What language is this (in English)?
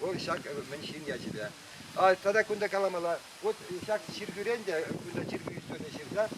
Chuvash